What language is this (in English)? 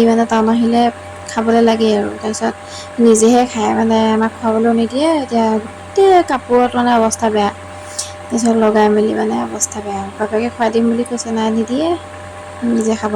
Assamese